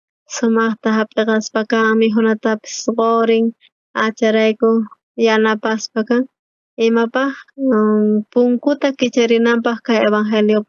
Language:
South Bolivian Quechua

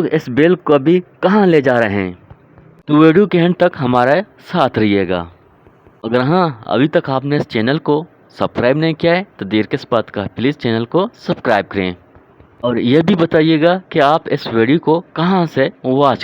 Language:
Eastern Balochi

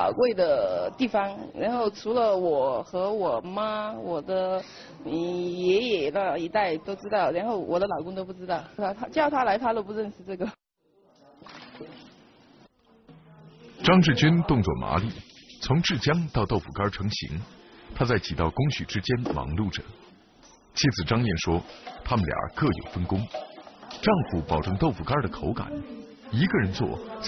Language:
Chinese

